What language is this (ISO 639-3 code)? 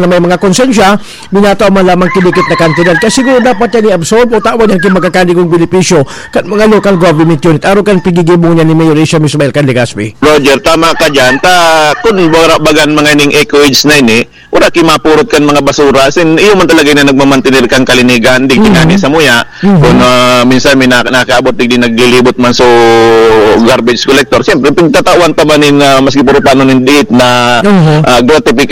bik